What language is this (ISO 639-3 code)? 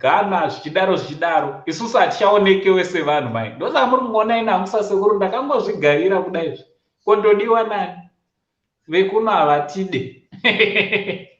sna